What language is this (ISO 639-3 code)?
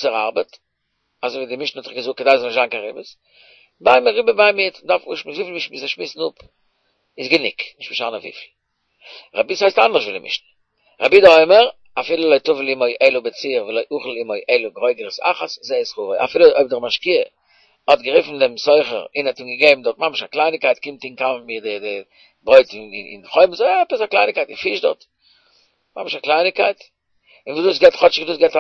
yid